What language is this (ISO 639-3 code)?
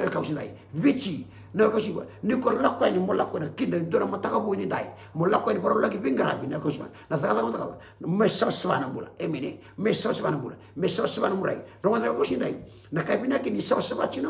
fij